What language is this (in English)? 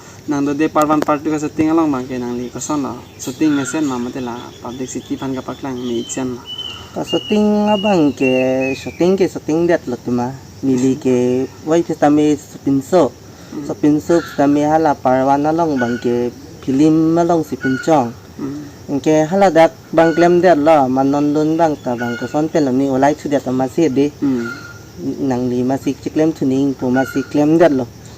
Karbi